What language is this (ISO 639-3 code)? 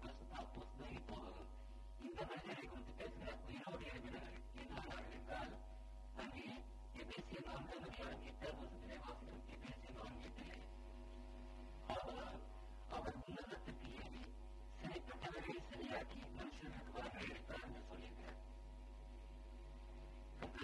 tam